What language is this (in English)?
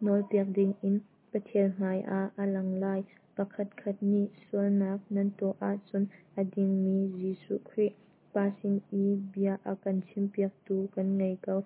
Hakha Chin